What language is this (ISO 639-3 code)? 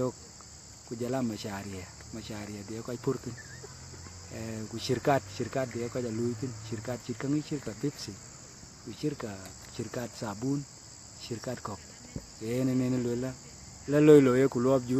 din